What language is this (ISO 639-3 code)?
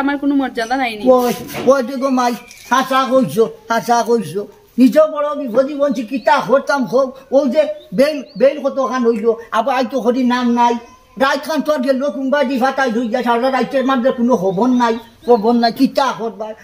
syl